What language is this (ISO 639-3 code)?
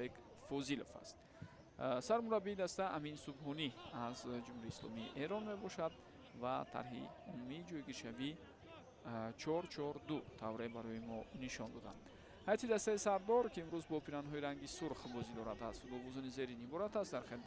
tgk